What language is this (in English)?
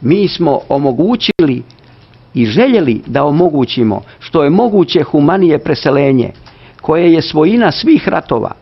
Serbian